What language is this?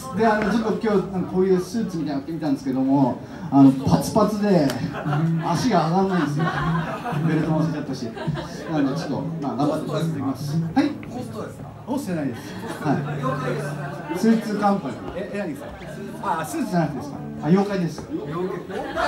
Japanese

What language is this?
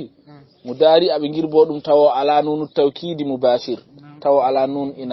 Fula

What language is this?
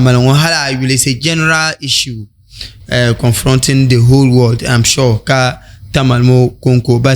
Dagbani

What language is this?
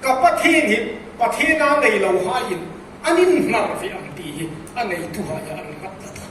Hmar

